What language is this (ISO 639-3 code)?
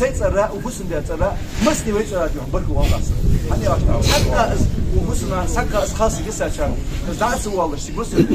inh